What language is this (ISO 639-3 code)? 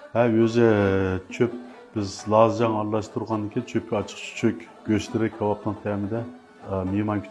uig